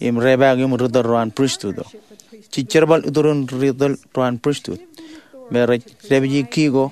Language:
Marshallese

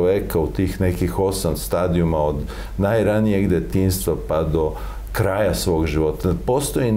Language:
Serbian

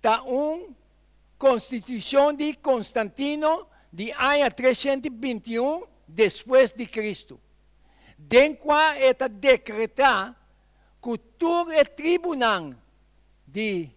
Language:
Papiamento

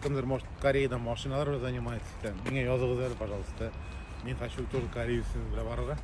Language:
Bashkir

